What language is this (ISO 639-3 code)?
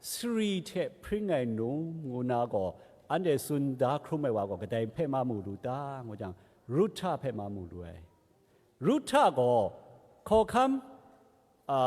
kac